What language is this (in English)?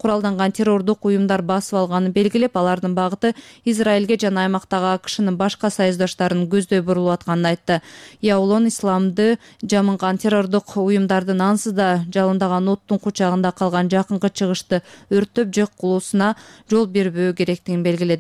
Kyrgyz